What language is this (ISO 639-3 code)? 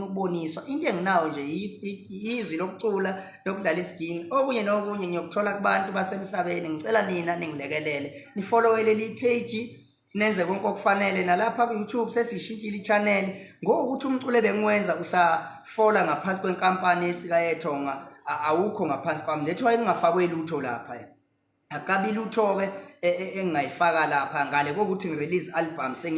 zul